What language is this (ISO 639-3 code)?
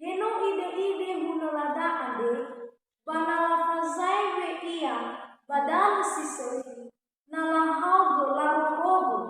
nia